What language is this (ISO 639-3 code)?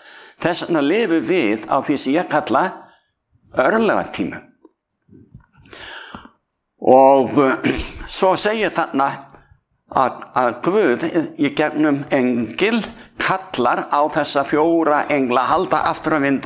isl